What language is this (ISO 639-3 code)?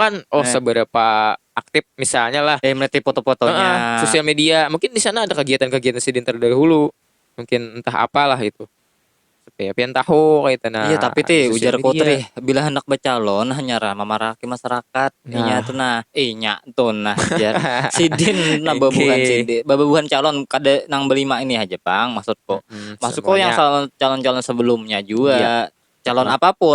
bjn